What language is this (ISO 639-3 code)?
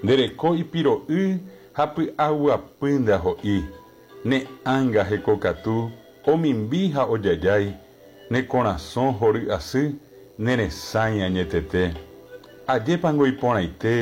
grn